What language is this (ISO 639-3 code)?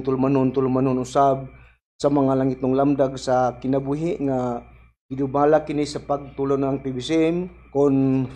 ceb